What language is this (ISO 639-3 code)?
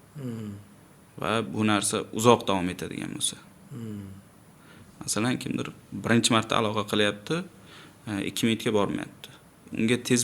uzb